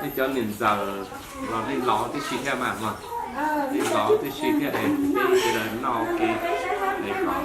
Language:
Hmong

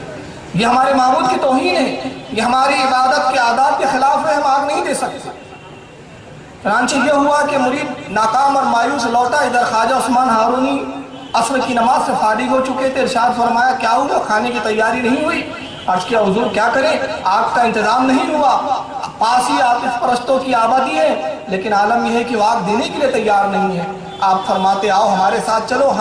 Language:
Urdu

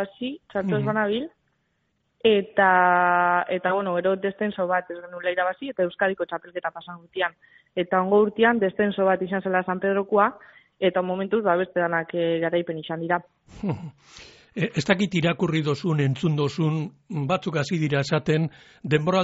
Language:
Basque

